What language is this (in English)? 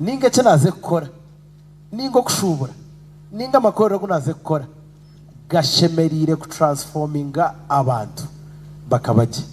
Nyankole